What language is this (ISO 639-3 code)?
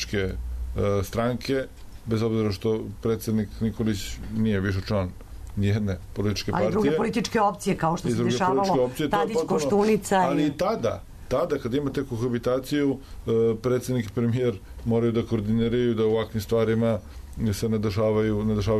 srp